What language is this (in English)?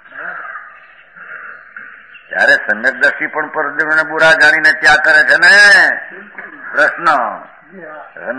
Gujarati